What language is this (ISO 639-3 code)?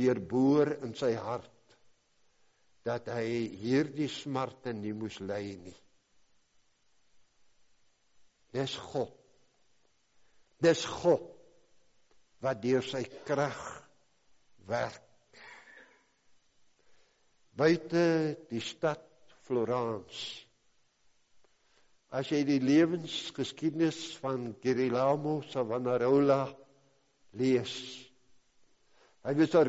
afr